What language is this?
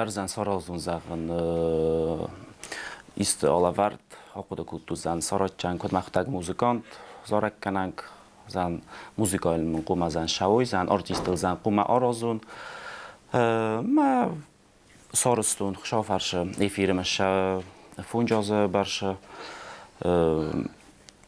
Ossetic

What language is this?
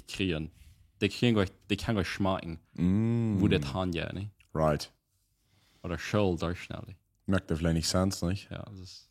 Plautdietsch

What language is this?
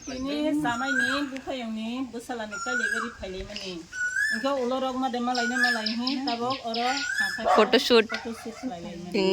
Kok Borok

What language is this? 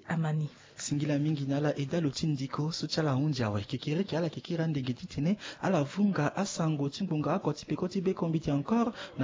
Sango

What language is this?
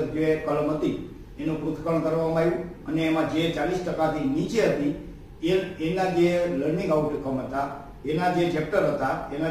Gujarati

